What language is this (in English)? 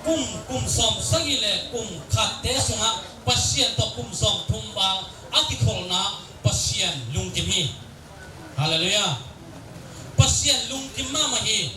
Tedim Chin